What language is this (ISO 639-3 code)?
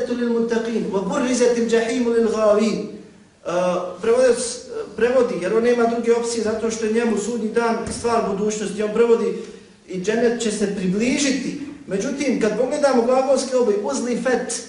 bos